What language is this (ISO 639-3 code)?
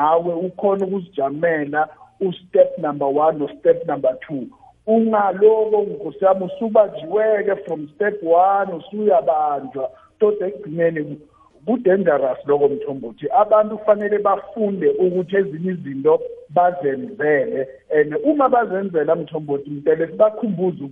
nbl